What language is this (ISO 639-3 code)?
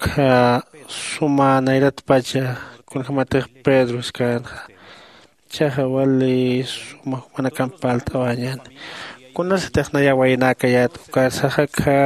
aym